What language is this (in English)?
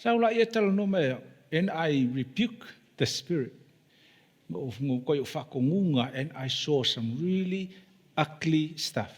Samoan